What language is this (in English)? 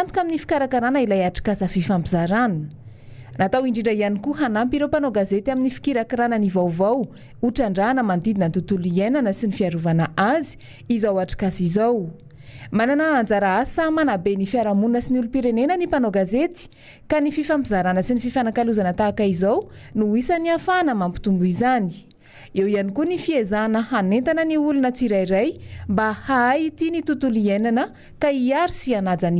Malagasy